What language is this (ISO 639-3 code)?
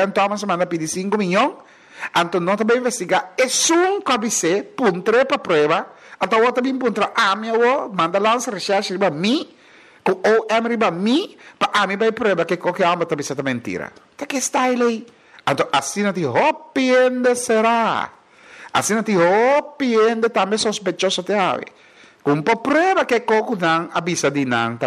pap